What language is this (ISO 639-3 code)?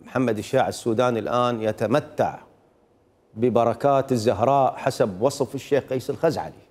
acm